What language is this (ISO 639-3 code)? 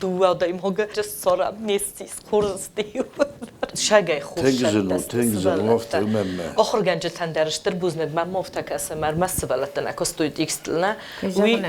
oss